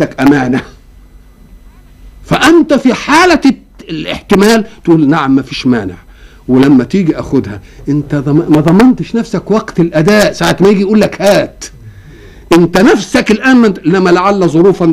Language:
Egyptian Arabic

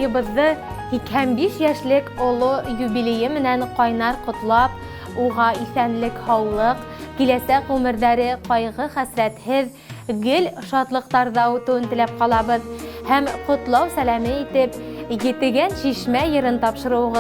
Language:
Bashkir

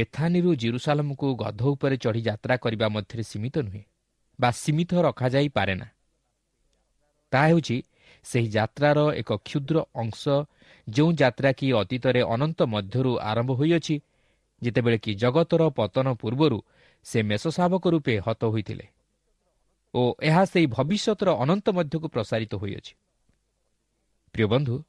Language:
Odia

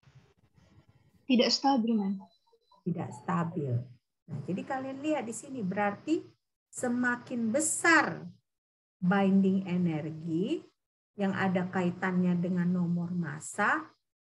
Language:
Indonesian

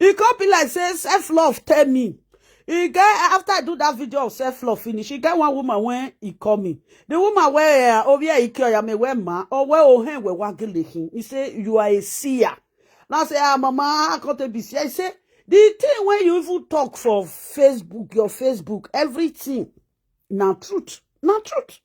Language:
Nigerian Pidgin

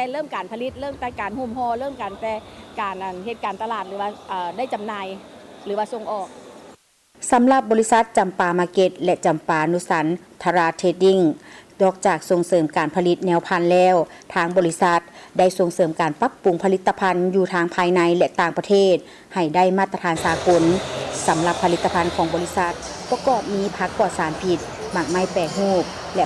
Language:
Lao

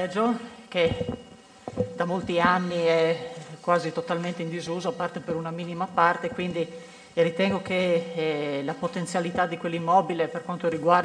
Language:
Italian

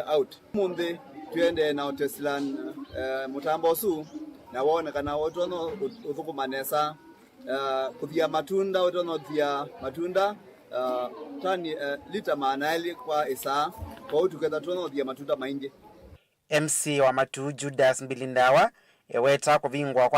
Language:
Kamba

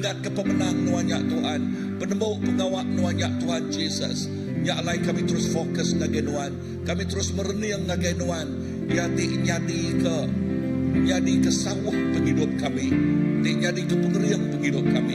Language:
Iban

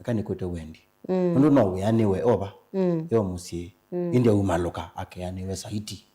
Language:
Kamba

